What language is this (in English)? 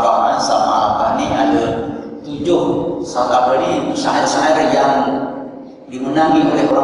Malay